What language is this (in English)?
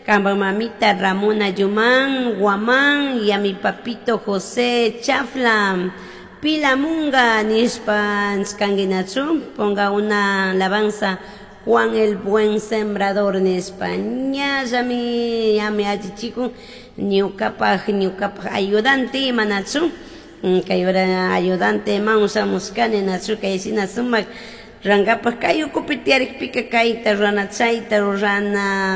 Chimborazo Highland Quichua